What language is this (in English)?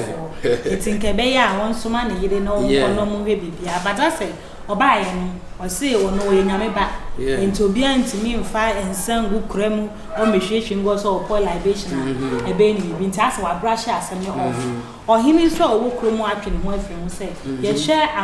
Akan